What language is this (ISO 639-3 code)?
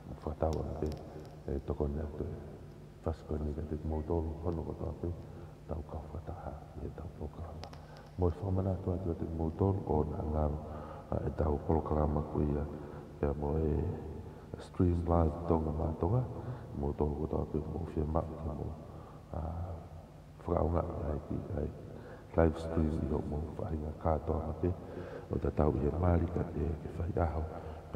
ton